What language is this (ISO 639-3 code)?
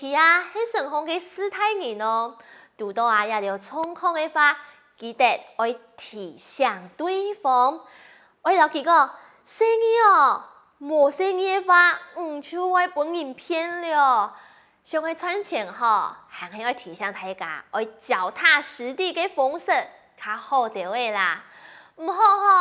hak